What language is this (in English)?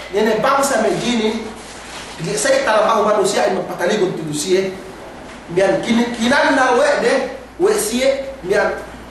Yakan